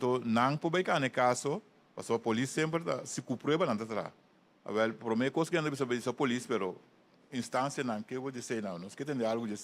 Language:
Papiamento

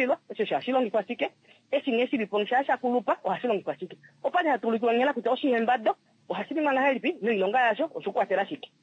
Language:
Kuanyama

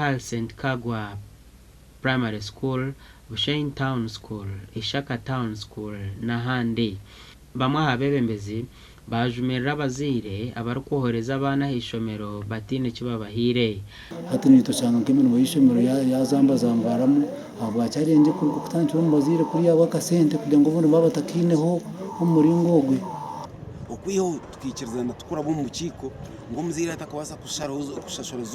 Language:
Nyankole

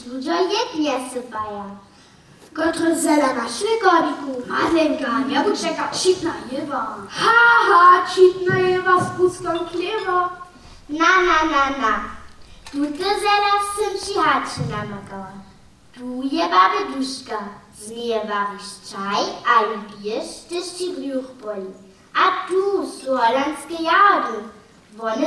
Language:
Upper Sorbian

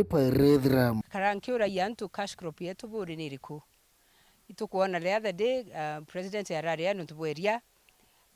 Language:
Meru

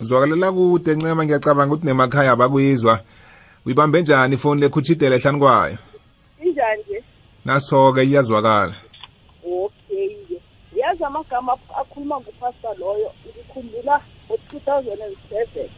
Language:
South Ndebele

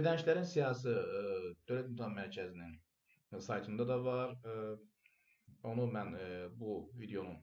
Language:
Azerbaijani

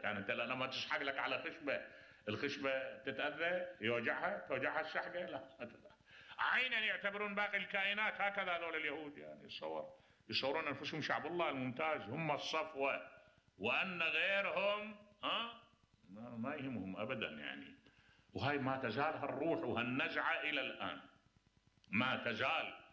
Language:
Mesopotamian Arabic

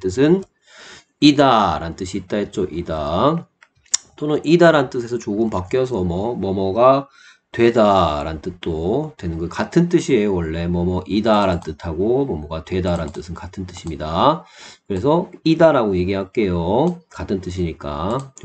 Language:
Korean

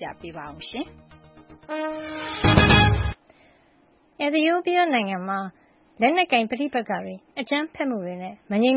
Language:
Burmese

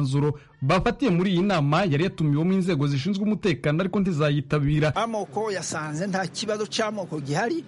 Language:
Kinyarwanda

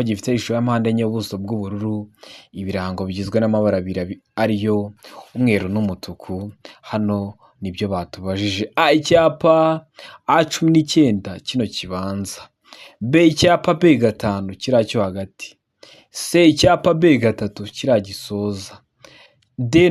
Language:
Kinyarwanda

